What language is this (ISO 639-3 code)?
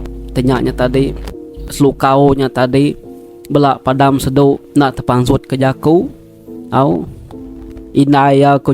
iba